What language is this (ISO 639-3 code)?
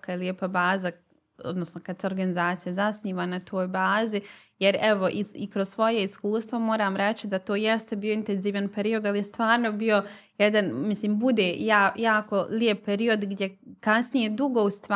bos